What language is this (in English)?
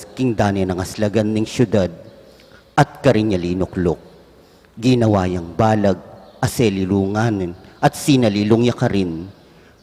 Pampanga